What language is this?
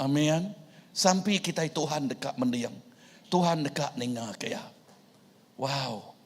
Iban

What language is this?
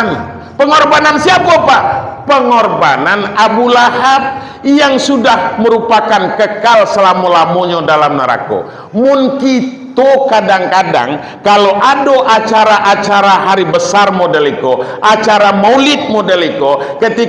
Minangkabau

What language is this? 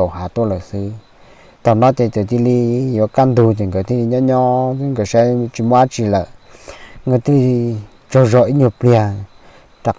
Hmong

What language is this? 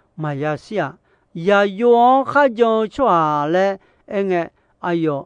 Akha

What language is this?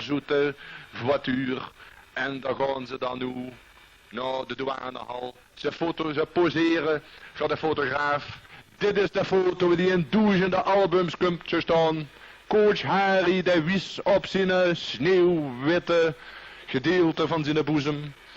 Limburgish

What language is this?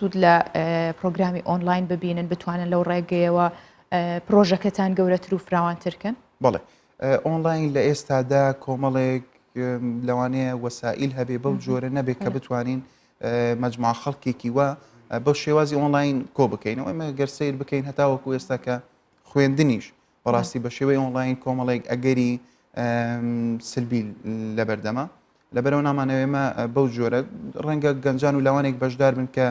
Central Kurdish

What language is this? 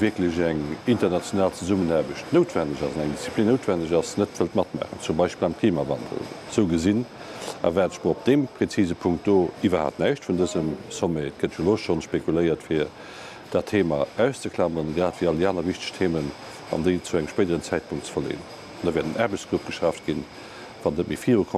Luxembourgish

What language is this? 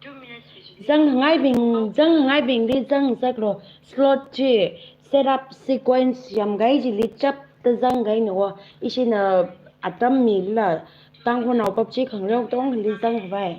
Tangkhul Naga (India)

